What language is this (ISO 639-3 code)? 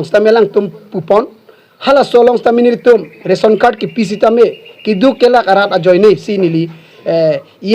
mjw